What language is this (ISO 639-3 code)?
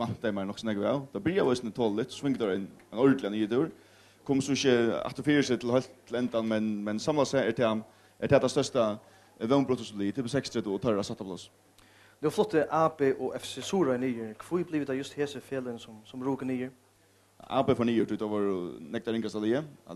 fao